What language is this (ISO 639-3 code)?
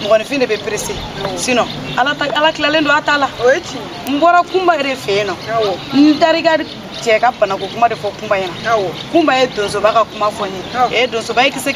bam